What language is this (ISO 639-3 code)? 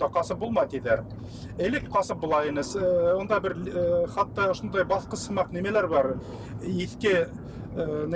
bak